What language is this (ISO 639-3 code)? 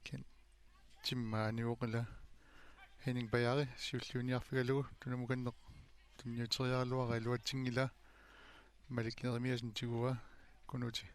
kal